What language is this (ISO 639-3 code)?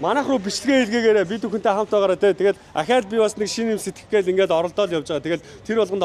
mon